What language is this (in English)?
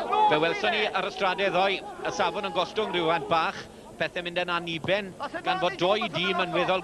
Welsh